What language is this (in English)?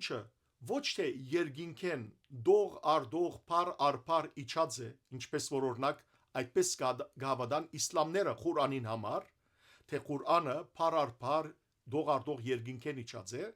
Western Armenian